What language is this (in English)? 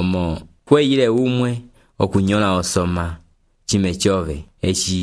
Umbundu